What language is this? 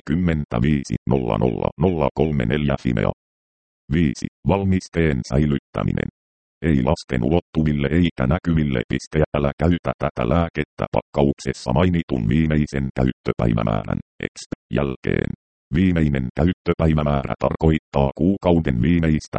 Finnish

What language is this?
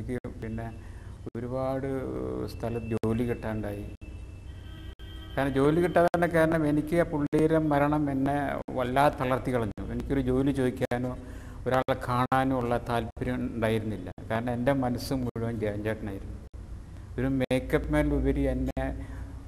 Malayalam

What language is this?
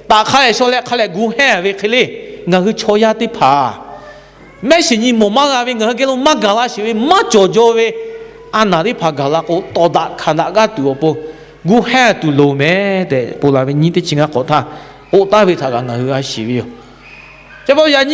Lahu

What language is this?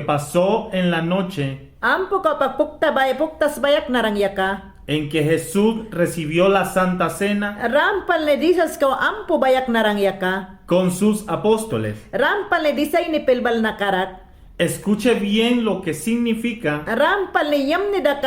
Mayangna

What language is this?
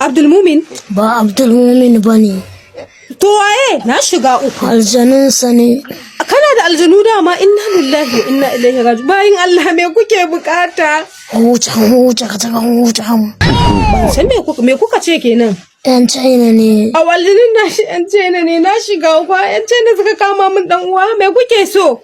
Hausa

